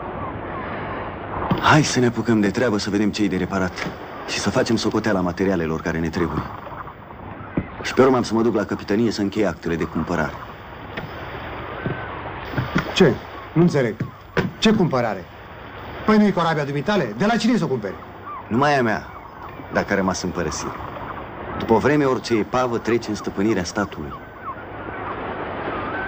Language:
Romanian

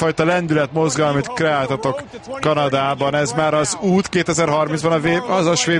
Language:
Hungarian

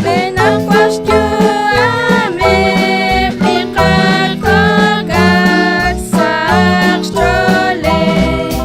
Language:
Kekchí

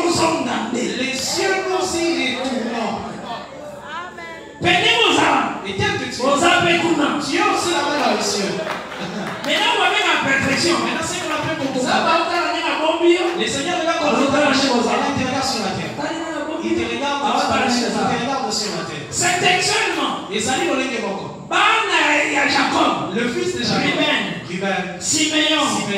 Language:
French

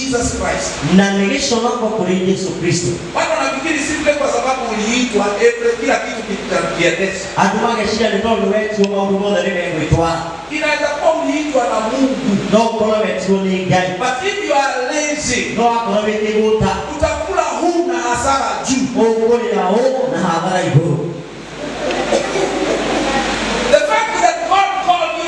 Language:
Swahili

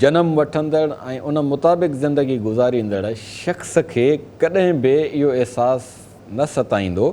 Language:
Sindhi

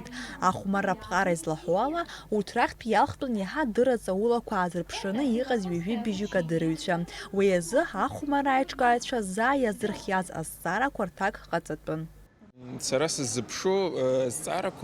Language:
Abkhazian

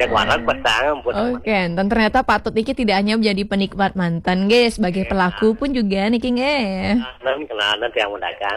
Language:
Balinese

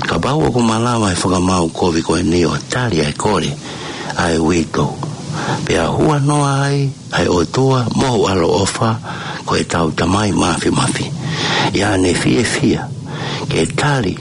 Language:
Tongan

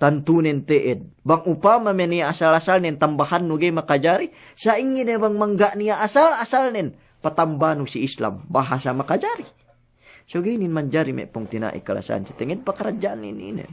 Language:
Yakan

